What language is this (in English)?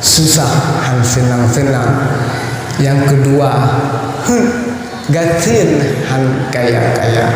Achinese